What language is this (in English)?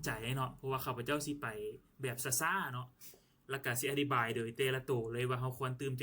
Lao